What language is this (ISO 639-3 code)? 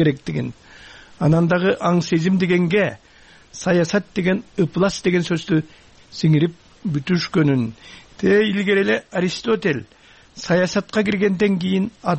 kir